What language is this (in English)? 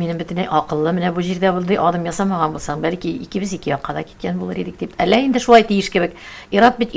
Tatar